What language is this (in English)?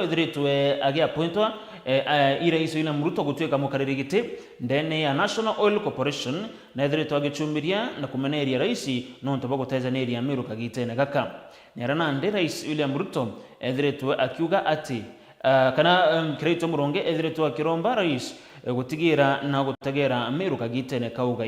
Meru